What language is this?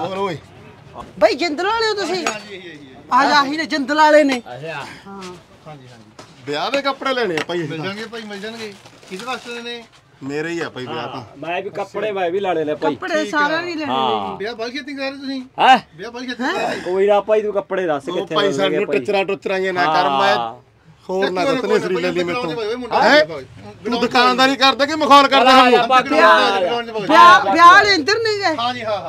Punjabi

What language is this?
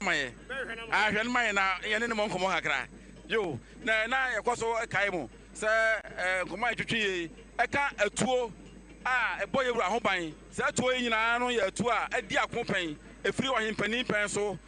Akan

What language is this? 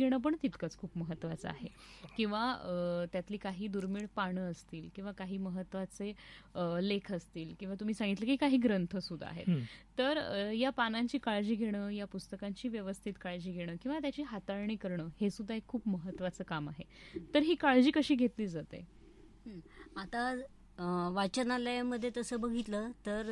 Marathi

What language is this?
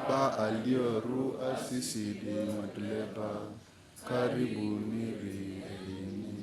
Lugbara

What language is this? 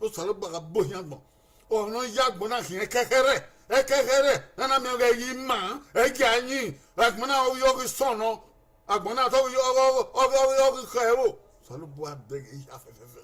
Bini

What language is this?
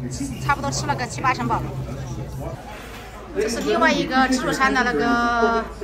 Chinese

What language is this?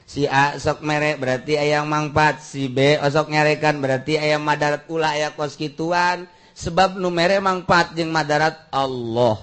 Sundanese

